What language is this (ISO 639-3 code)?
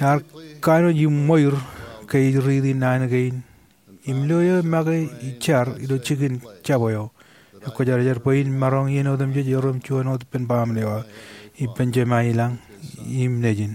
mah